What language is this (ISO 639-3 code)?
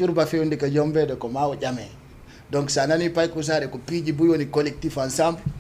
ful